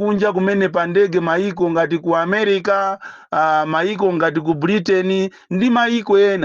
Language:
Nyanja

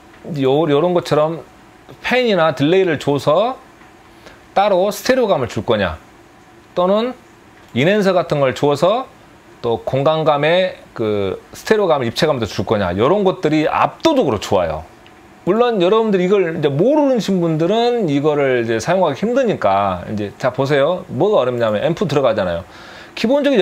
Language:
Korean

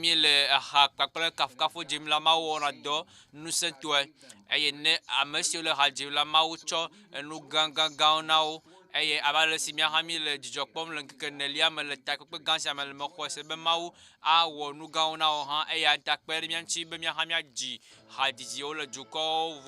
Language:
Ewe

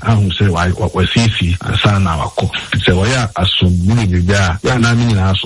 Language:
Akan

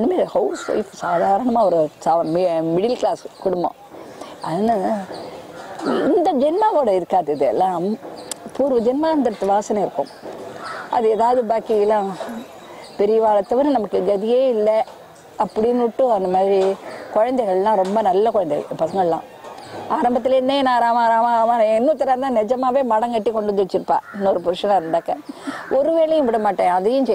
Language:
Tamil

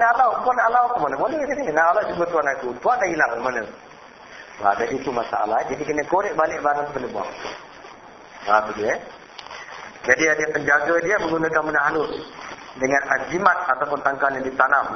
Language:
Malay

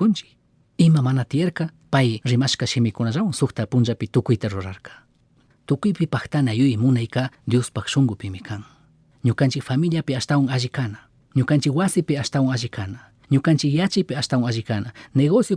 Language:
Chimborazo Highland Quichua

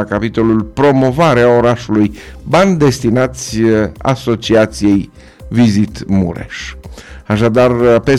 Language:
Romanian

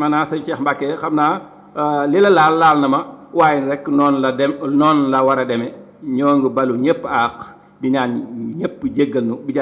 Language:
Wolof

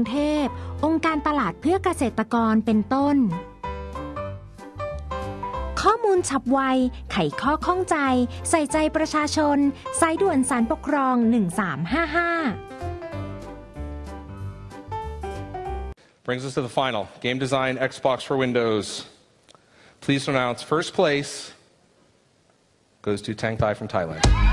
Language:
Thai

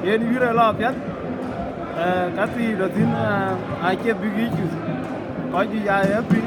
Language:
Dinka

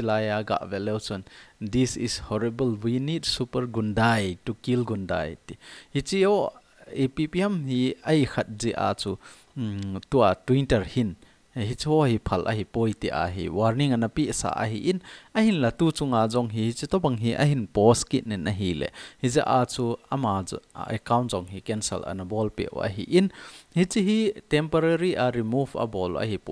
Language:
Thado Chin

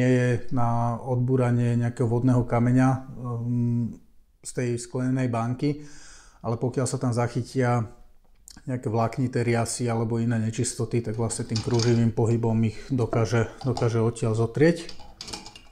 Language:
Slovak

